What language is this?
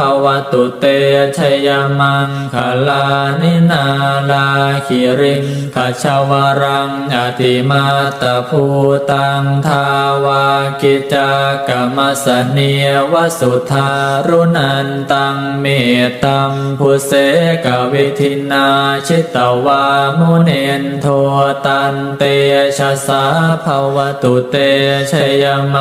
Pali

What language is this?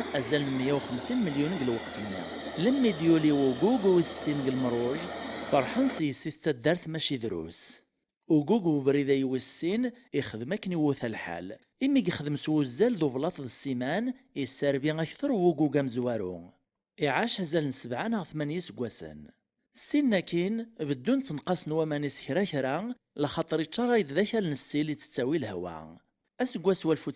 Kabyle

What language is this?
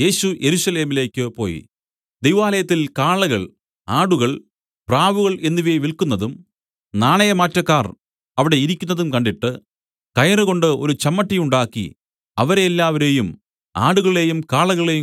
Malayalam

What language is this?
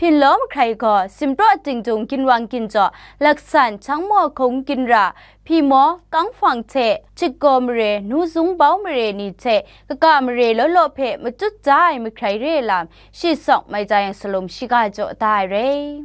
Kachin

